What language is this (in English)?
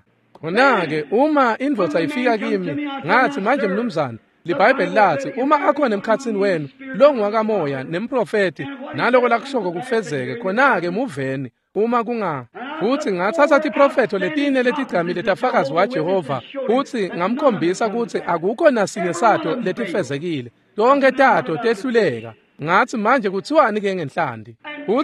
Swati